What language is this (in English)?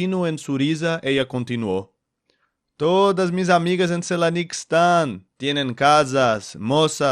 Ladino